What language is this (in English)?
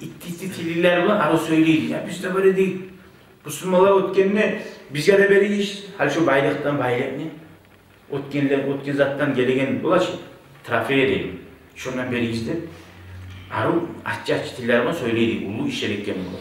Kumyk